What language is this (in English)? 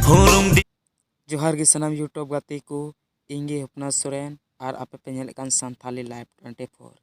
Santali